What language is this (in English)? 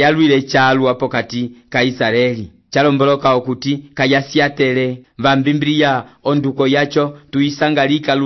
Umbundu